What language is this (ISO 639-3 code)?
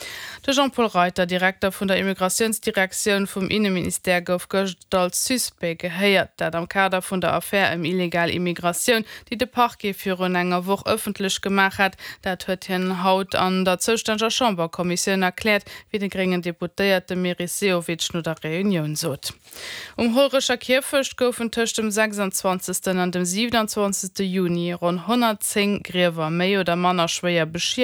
ltz